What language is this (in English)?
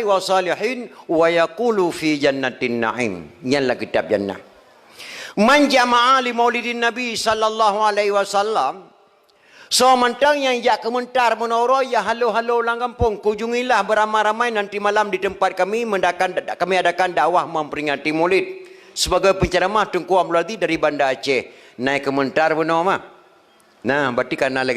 Achinese